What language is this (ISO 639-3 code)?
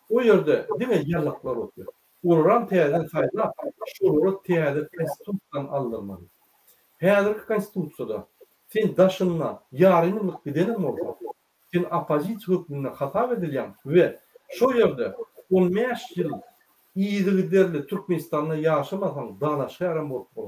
tuk